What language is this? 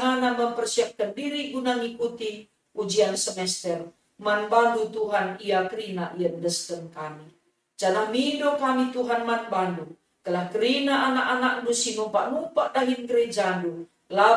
Batak Karo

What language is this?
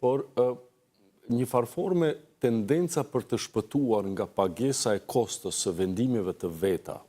Albanian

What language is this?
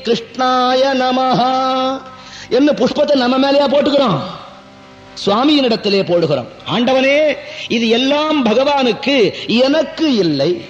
Tamil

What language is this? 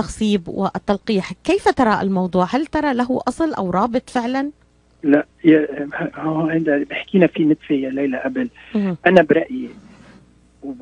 North Levantine Arabic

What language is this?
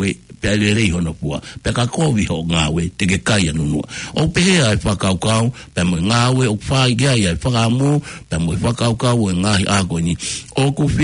Tongan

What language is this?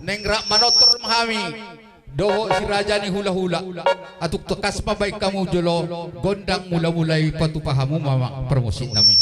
Batak Toba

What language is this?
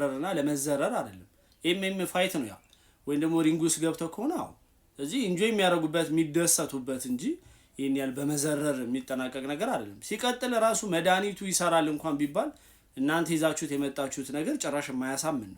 Amharic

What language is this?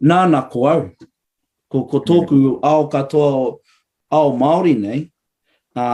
Māori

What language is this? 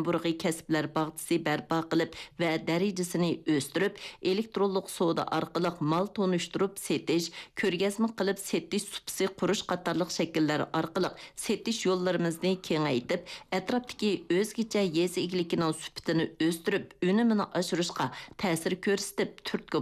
Uyghur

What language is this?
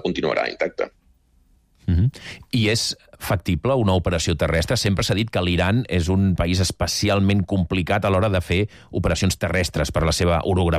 Catalan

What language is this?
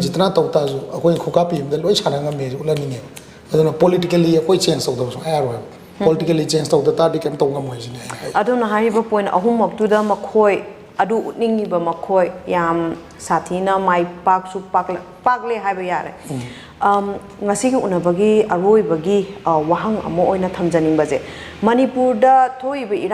Manipuri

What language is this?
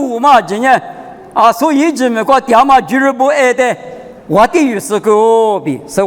Lisu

